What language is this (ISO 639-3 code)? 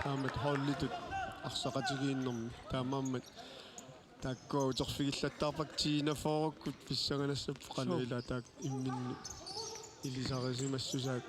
kal